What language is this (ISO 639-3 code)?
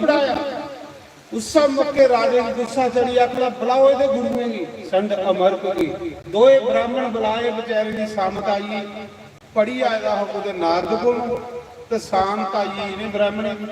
doi